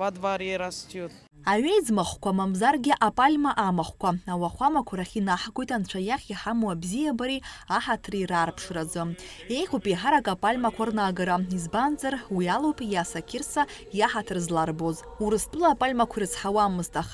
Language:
Abkhazian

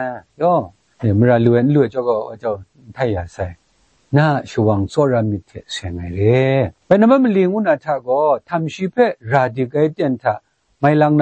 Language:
Kachin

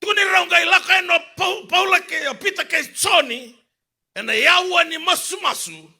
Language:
Fijian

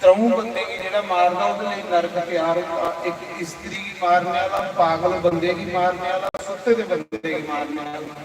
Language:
Dogri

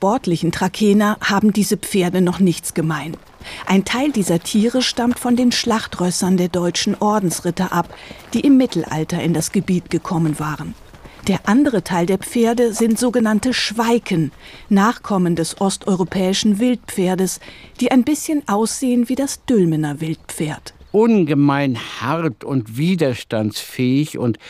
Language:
German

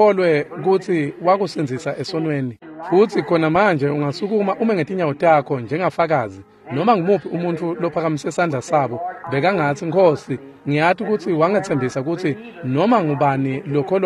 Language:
Swati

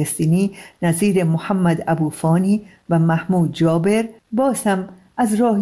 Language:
Persian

